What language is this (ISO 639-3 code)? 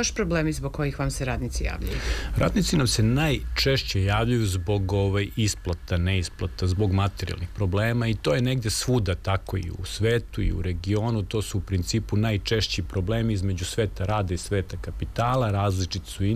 srp